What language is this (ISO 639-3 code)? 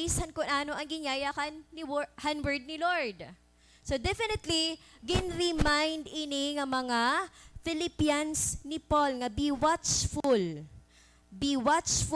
war